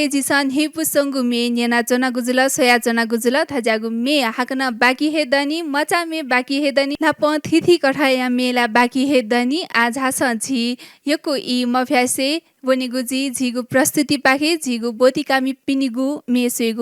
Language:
Newari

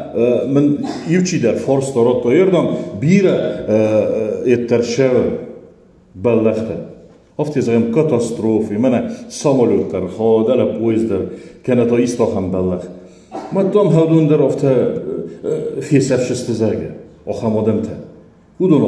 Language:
Ossetic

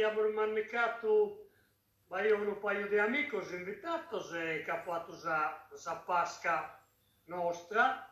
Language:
Sardinian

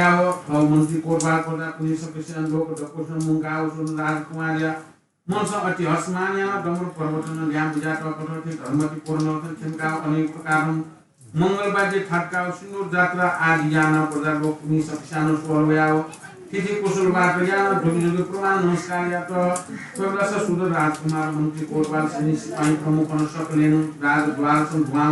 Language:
Newari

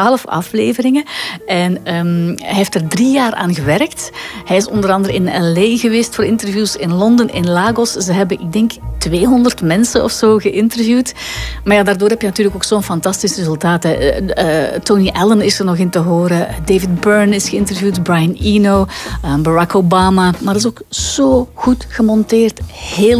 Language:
Dutch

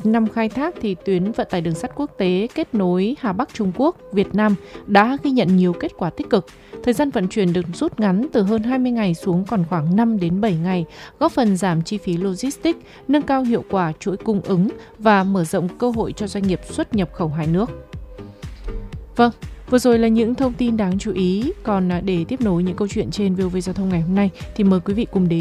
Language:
Vietnamese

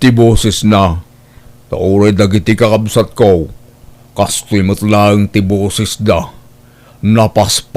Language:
Iloko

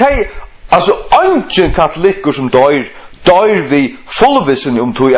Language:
Faroese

